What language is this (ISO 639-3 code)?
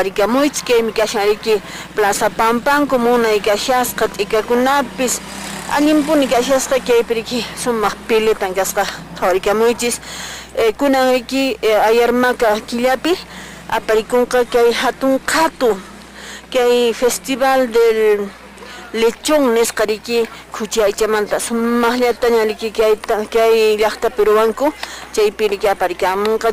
que